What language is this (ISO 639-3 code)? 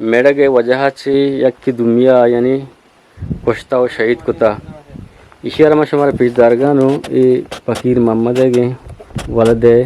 bgp